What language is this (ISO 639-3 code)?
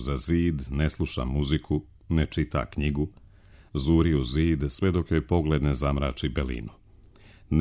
srp